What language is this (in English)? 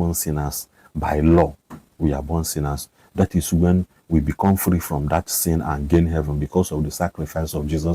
Igbo